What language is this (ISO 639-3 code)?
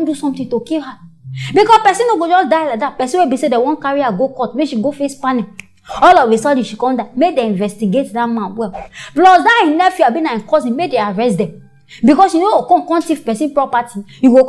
pcm